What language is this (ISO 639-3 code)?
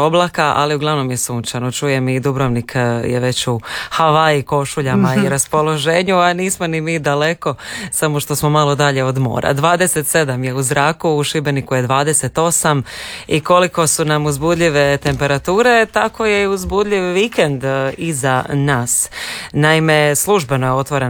hrv